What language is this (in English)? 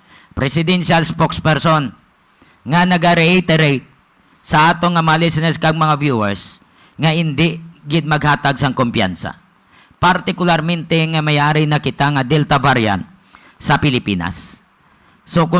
Hiligaynon